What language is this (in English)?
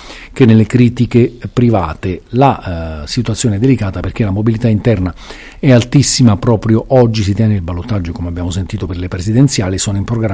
Italian